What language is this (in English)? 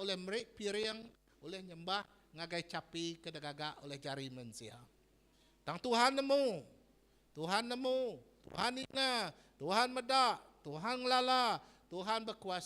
Iban